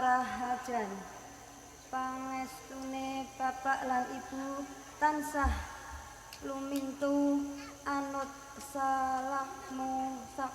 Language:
Javanese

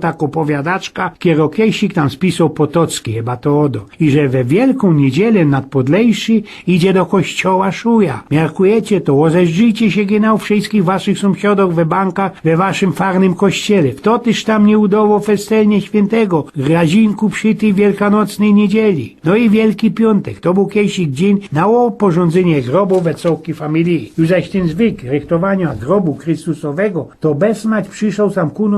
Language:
Silesian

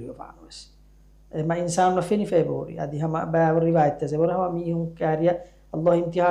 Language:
Divehi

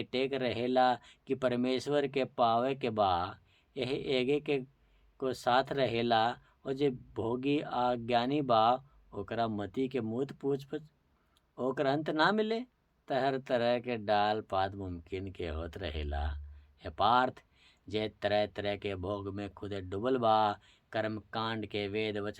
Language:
Bhojpuri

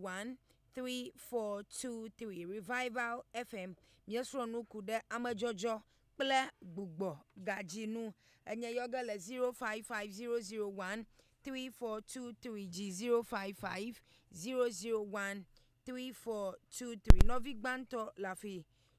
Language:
Ewe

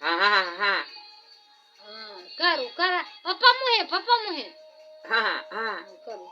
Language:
Maithili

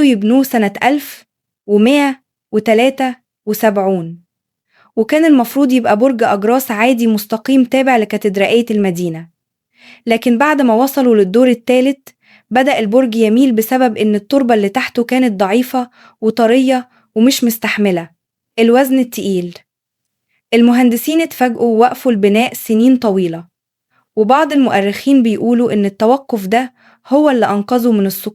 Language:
Egyptian Arabic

